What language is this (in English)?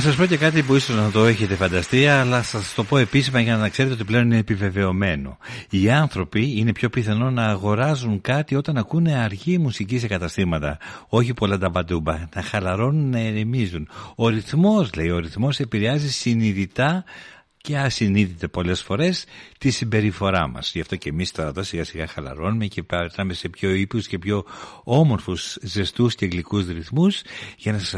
Greek